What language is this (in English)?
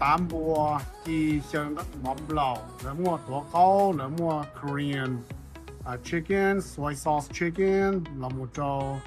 Hmong